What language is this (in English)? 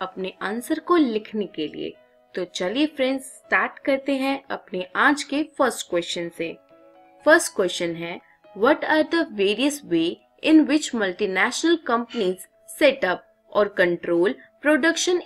Hindi